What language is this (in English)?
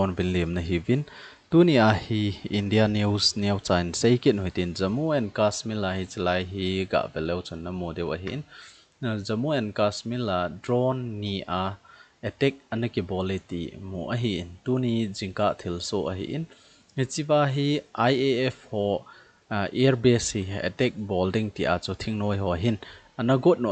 Thado Chin